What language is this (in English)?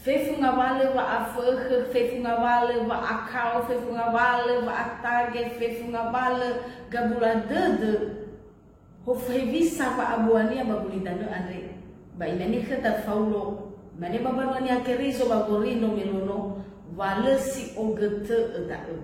Nias